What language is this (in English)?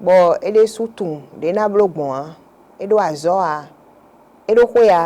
Fon